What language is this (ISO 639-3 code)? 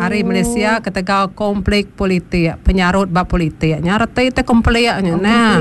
iba